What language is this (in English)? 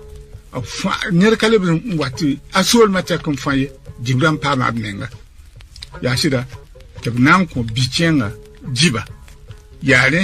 Mossi